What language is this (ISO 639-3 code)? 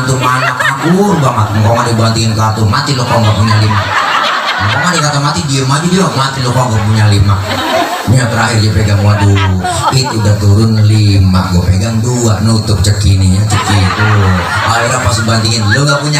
bew